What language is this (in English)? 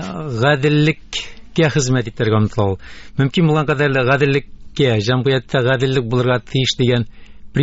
Tatar